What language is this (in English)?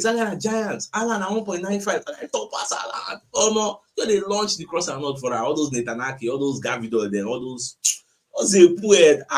Nigerian Pidgin